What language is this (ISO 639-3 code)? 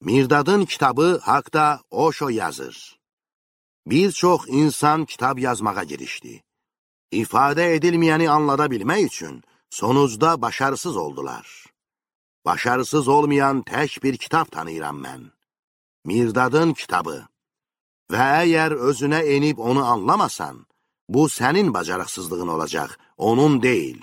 aze